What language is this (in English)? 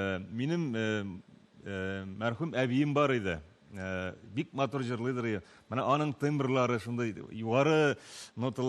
Tatar